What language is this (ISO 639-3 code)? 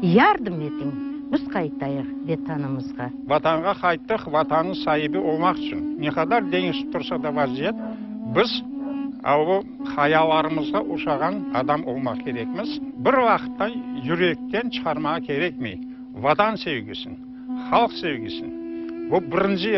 crh